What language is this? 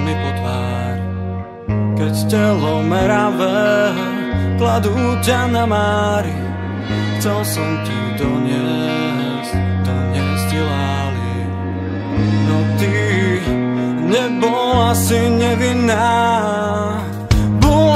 Slovak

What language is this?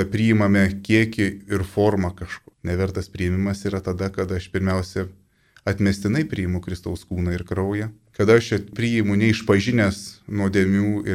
Lithuanian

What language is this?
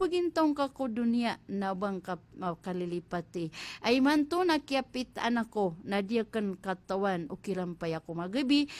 Maranao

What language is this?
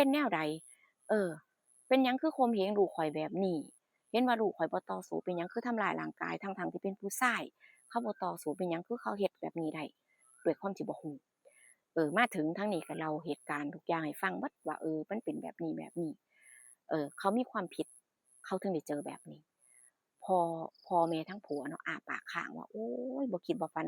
Northeastern Thai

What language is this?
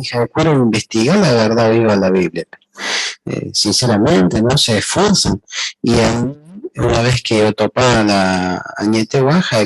Guarani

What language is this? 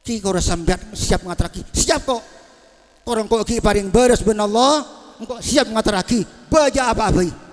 Madurese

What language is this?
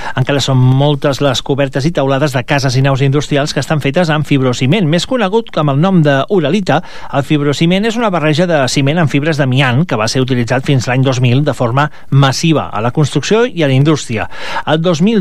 Catalan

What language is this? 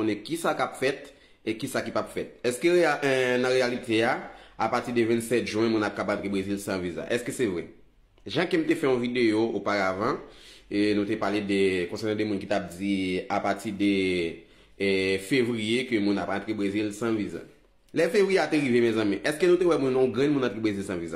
Haitian Creole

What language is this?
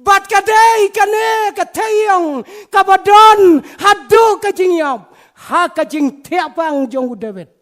Khasi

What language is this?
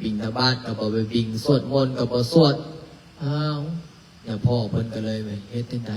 Lao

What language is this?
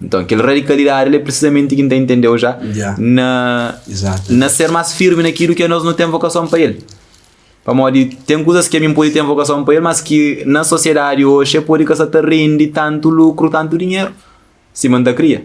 Kabuverdianu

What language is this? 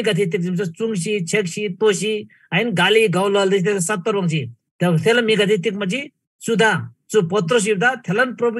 Eastern Tamang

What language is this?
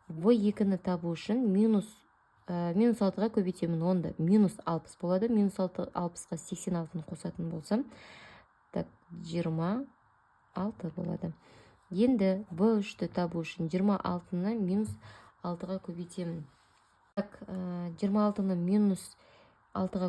Kazakh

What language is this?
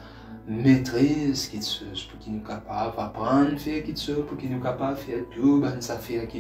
Morisyen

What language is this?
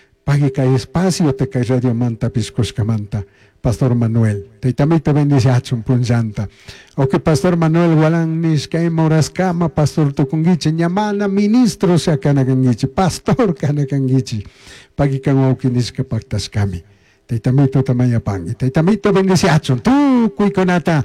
Chimborazo Highland Quichua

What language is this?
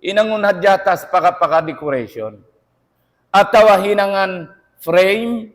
Tausug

